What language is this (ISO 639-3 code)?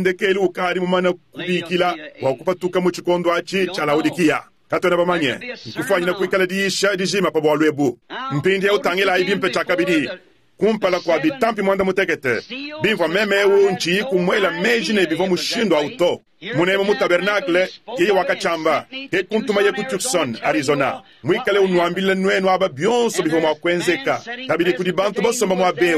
lua